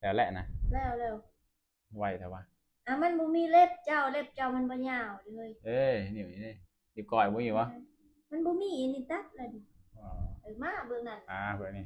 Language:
Lao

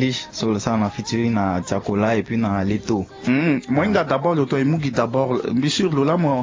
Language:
Sango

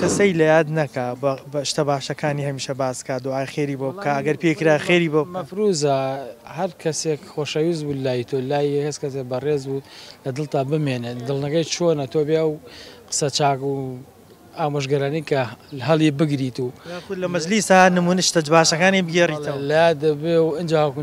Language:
Central Kurdish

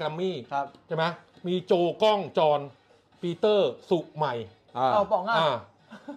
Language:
Thai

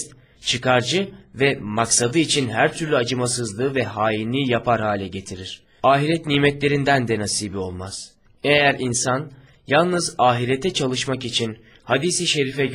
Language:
Turkish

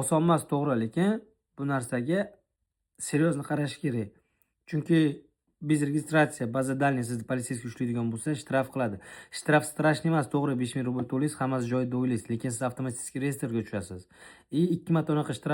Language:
Uzbek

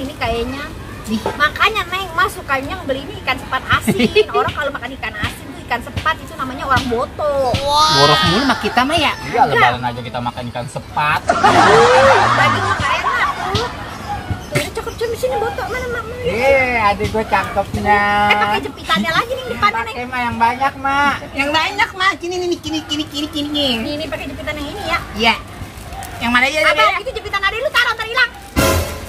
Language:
Betawi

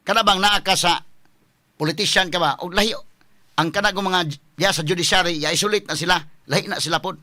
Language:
Cebuano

